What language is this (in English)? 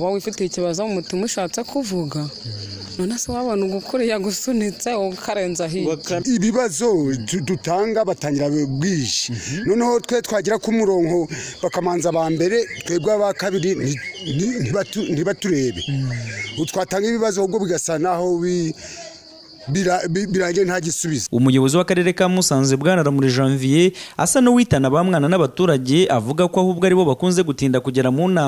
Kinyarwanda